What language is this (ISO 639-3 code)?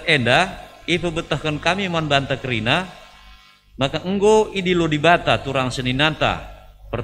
btx